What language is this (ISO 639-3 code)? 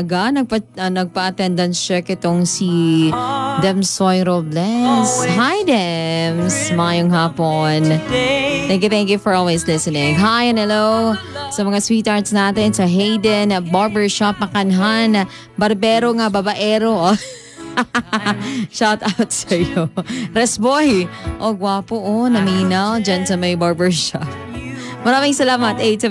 fil